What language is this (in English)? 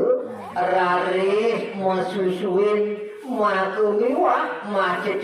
Balinese